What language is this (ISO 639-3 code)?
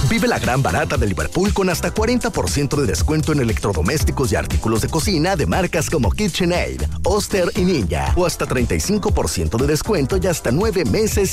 spa